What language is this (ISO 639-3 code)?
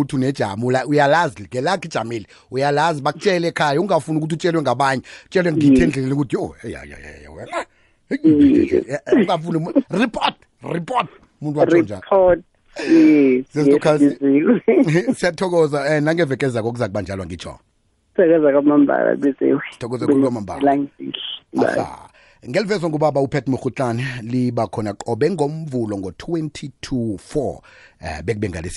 nbl